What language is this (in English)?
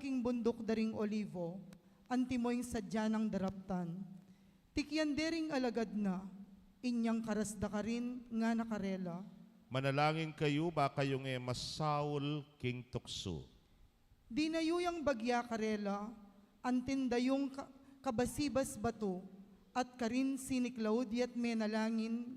Pampanga